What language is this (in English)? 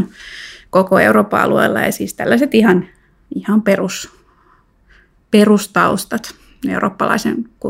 Finnish